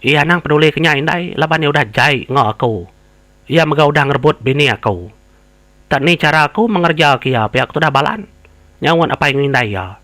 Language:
Iban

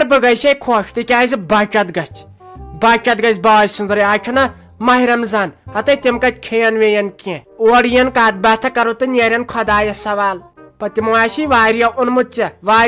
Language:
Kashmiri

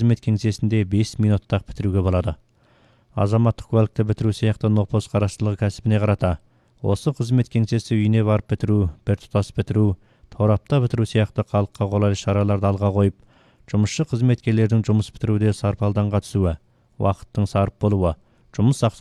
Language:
Kazakh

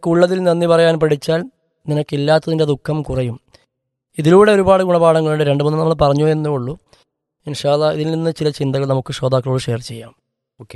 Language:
Malayalam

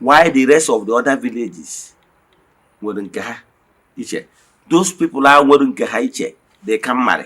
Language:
Igbo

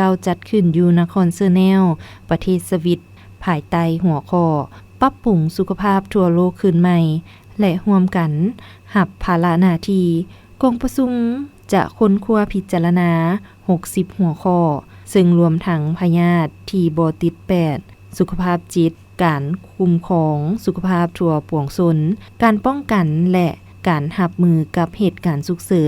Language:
Lao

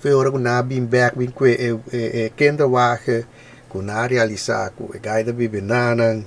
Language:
Papiamento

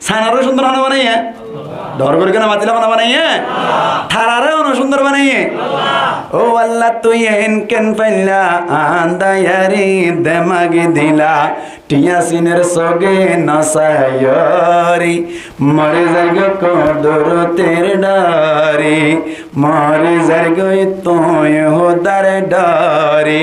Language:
Rohingya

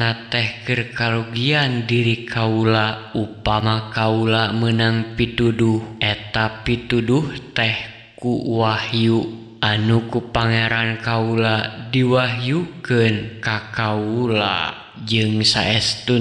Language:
Sundanese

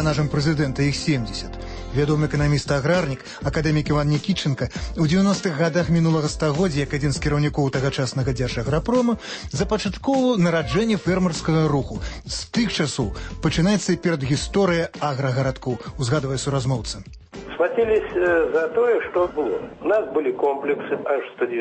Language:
Belarusian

